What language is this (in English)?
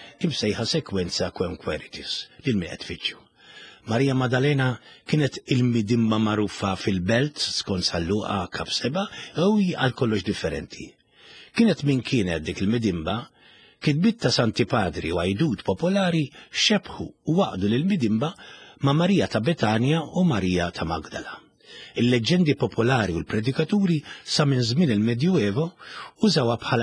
Maltese